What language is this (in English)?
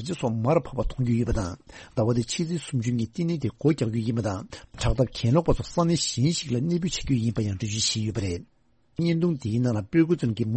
Tibetan